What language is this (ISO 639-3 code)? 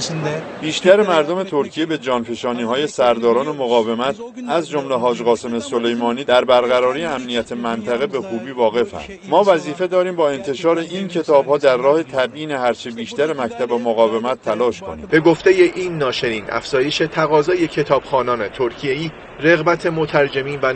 tgk